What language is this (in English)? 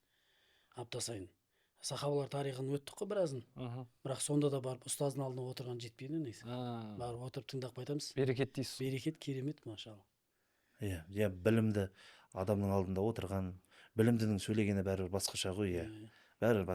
Kazakh